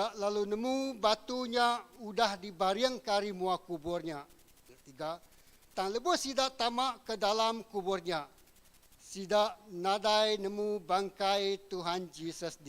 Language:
Iban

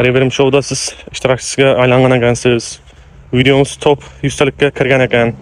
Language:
Uzbek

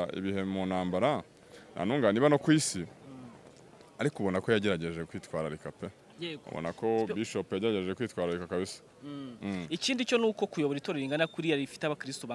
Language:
Kinyarwanda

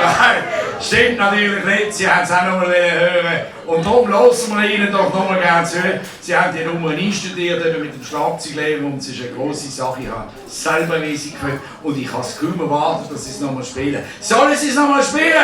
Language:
Swiss German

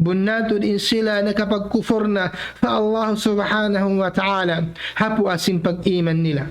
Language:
Tausug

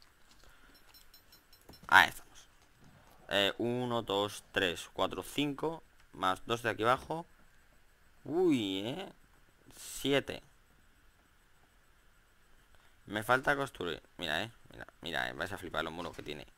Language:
Spanish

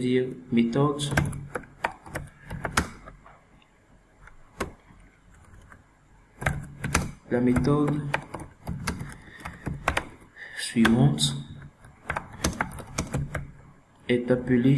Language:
French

